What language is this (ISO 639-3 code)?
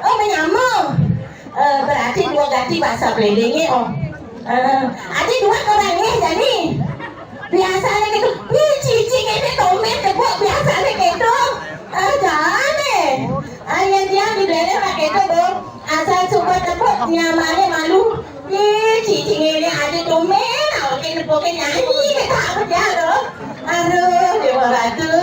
ban